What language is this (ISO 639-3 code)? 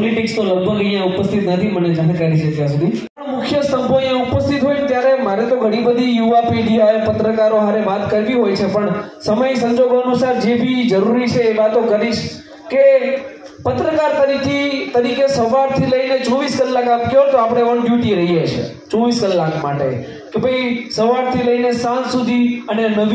guj